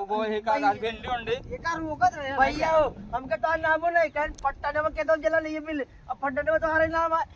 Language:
Awadhi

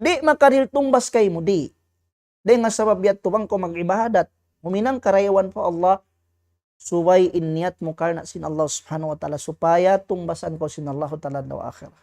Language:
Tausug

